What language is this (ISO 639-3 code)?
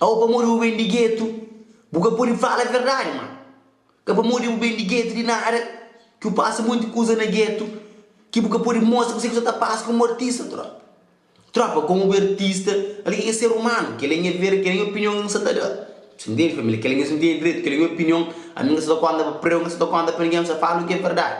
kea